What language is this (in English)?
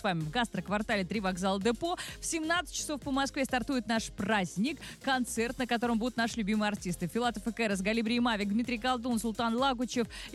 Russian